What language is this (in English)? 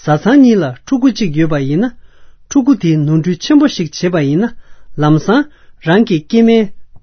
Tibetan